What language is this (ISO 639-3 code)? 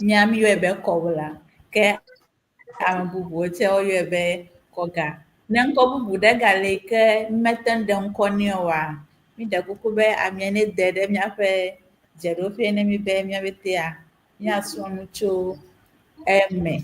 ewe